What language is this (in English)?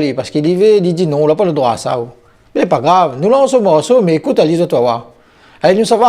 Réunion Creole French